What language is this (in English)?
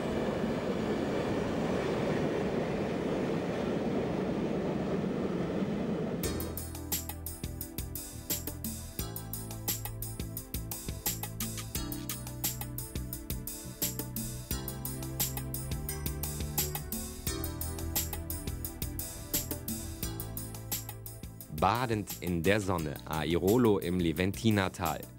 German